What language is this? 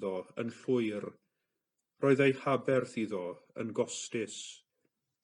Welsh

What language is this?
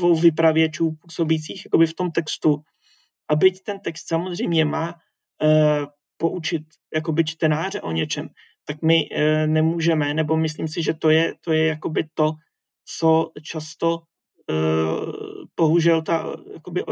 Czech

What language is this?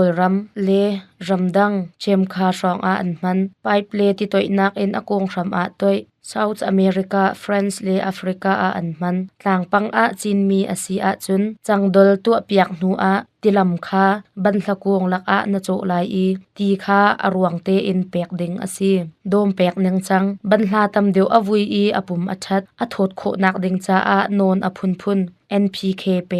Hakha Chin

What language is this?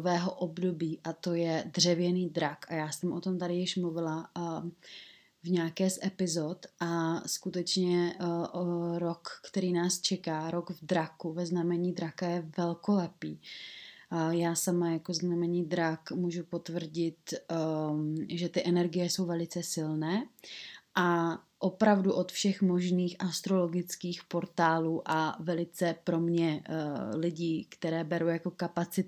Czech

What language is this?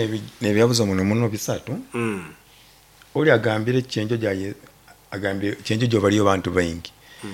Nyoro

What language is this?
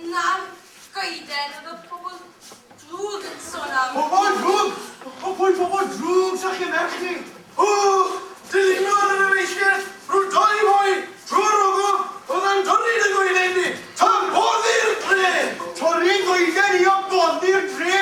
Welsh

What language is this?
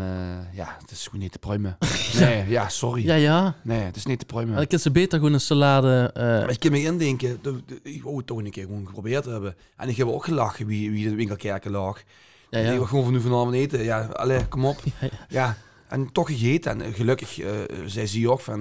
Limburgish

